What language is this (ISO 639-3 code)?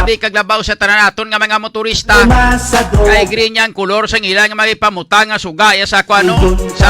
hil